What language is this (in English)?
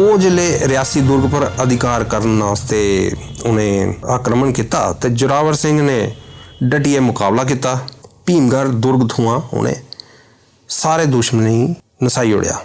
Dogri